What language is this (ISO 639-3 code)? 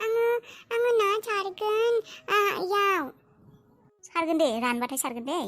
brx